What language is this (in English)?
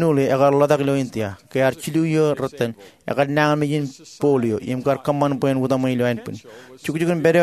Marshallese